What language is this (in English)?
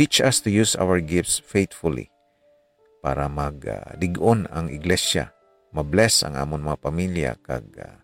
Hiligaynon